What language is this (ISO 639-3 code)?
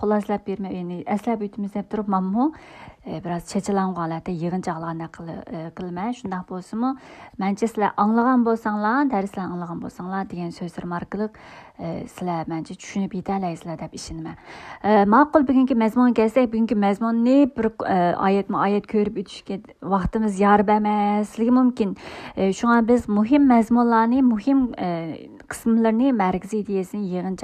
uig